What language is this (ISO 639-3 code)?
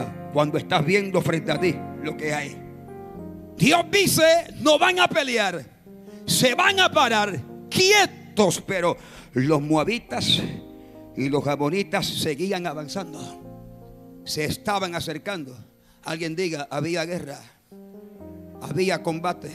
spa